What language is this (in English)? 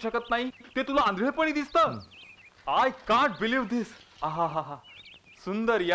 Marathi